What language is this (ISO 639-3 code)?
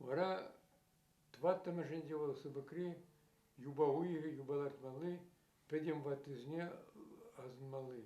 chv